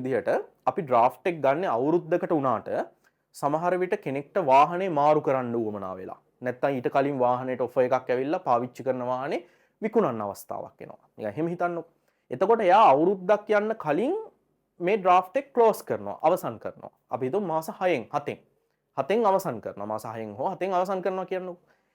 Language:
Sinhala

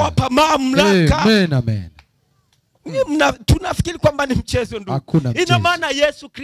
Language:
Swahili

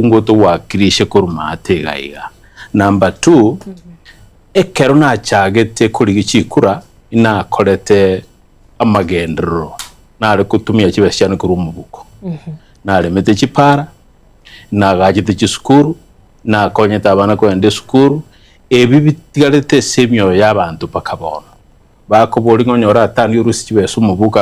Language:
Gusii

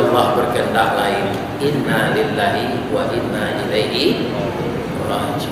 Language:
Minangkabau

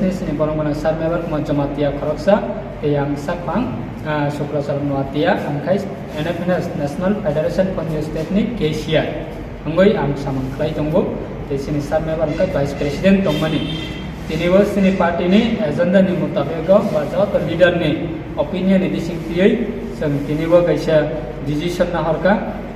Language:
Kok Borok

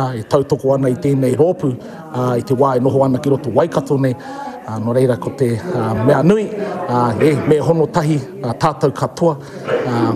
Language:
Māori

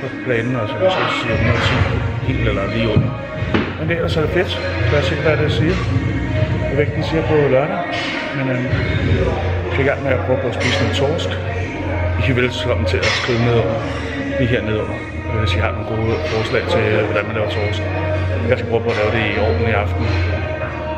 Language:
Danish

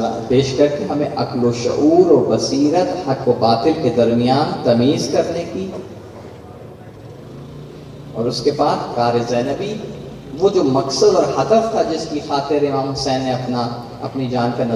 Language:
Urdu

